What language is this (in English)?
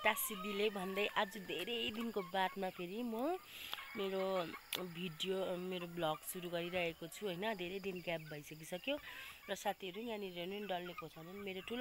Nepali